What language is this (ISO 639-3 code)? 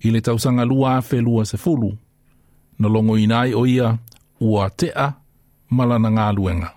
smo